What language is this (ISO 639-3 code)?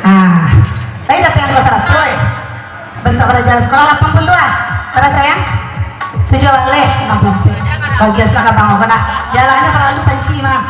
min